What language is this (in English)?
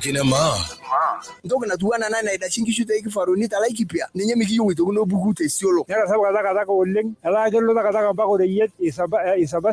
Masai